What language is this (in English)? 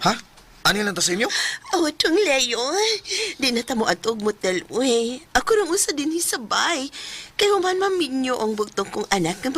Cebuano